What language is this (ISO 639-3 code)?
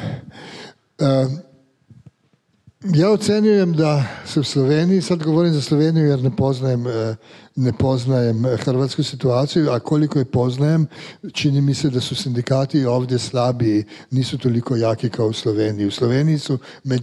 hrv